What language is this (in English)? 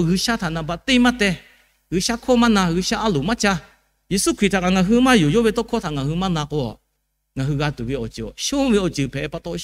Lahu